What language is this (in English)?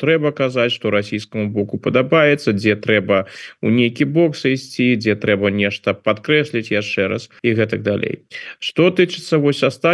Belarusian